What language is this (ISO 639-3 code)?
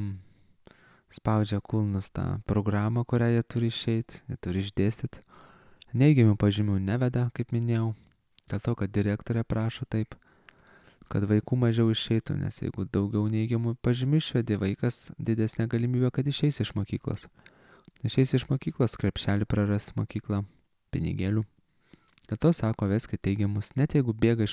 lit